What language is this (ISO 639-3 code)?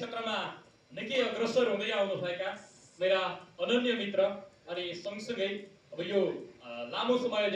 nep